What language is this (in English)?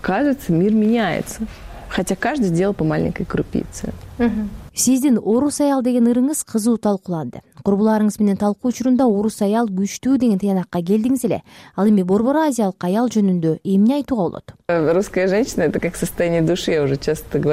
Kyrgyz